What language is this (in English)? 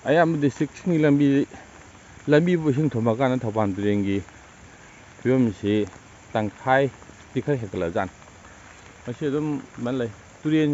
Manipuri